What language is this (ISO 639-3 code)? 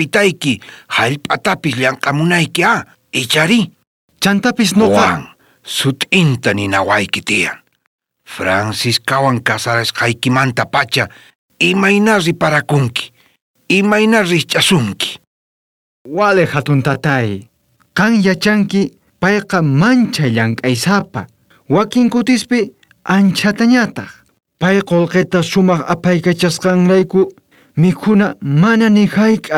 quh